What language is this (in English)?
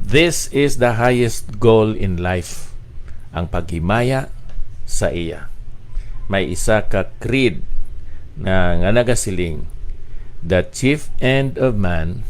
Hiligaynon